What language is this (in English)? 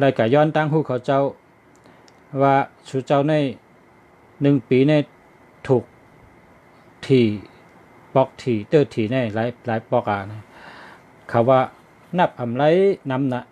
Shan